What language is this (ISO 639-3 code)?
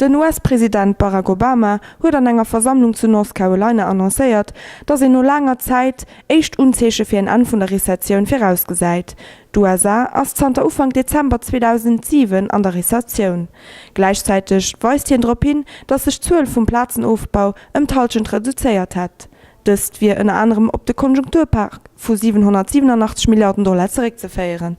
ltz